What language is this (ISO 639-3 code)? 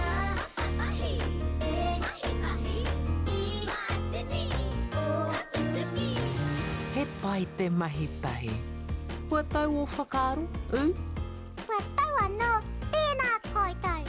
mri